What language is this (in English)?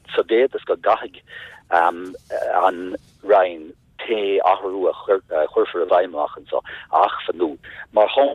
Irish